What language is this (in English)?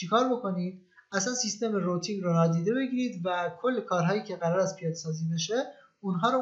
Persian